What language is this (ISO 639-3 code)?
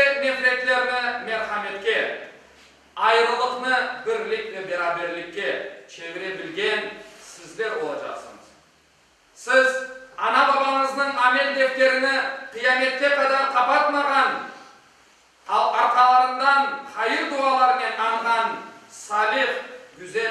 crh